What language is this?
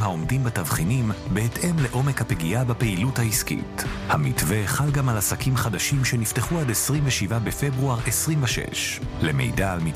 Hebrew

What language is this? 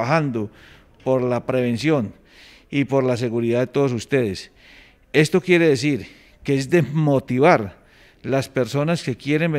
Spanish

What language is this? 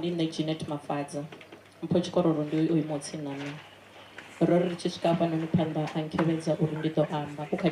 Venda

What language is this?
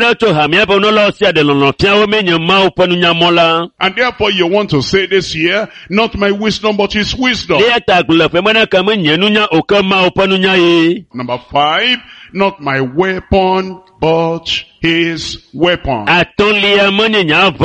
Ewe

